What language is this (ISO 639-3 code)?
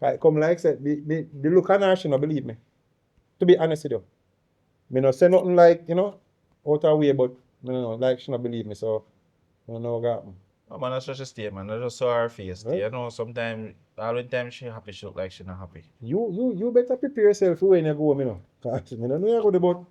jam